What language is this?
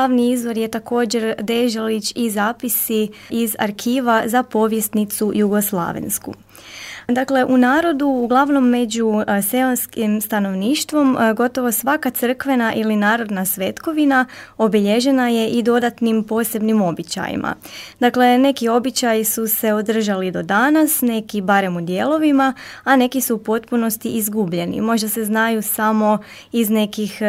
Croatian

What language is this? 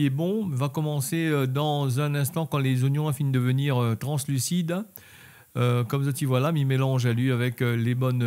Réunion Creole French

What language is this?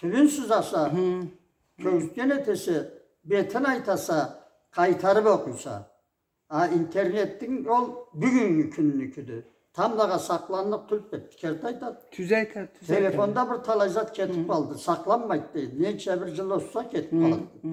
Karachay-Balkar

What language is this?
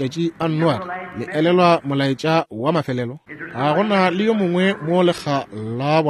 Northern Sotho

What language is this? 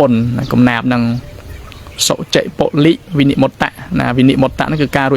Khmer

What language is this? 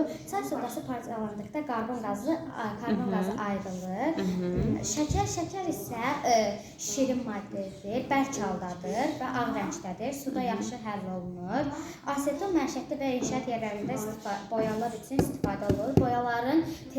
Azerbaijani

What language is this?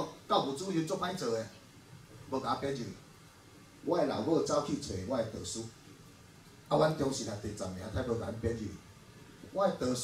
Min Nan Chinese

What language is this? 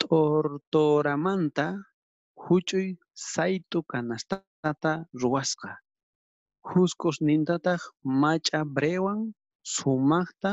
South Bolivian Quechua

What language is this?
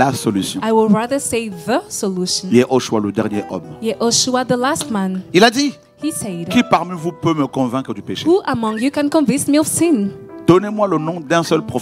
French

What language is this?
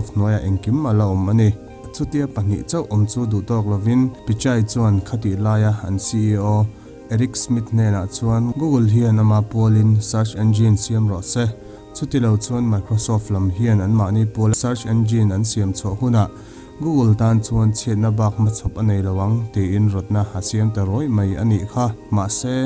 Mizo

